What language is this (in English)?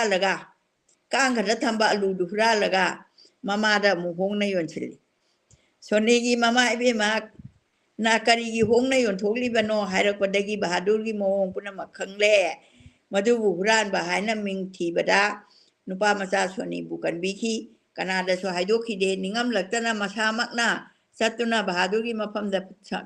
Manipuri